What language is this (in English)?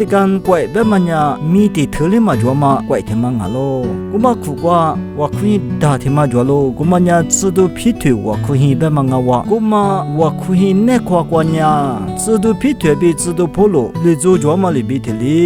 Lisu